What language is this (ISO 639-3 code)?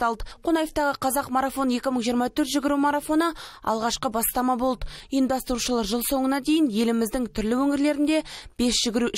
kaz